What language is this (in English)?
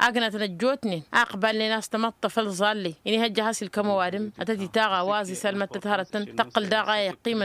Tamasheq